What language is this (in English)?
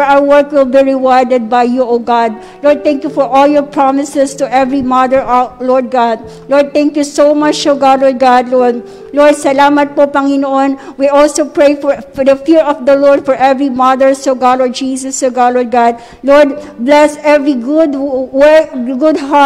Filipino